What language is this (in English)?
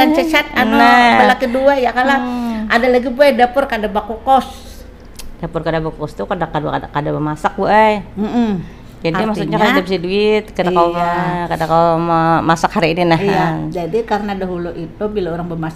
Banjar